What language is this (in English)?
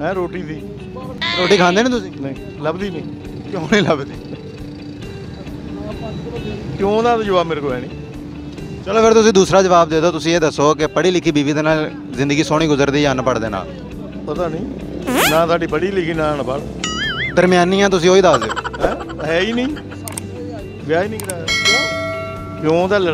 Punjabi